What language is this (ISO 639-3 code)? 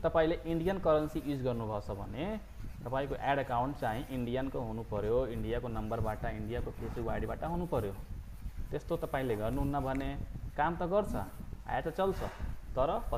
nep